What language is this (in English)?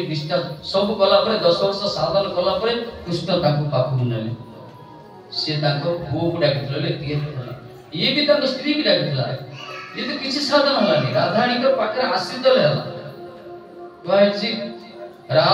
Odia